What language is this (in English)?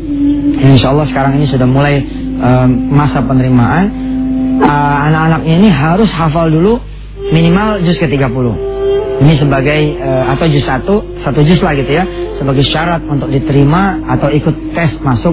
Indonesian